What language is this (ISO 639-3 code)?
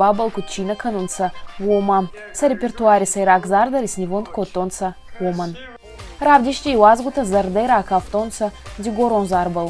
oss